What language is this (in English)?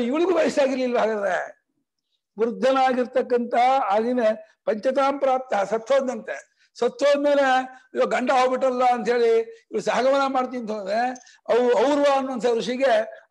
Kannada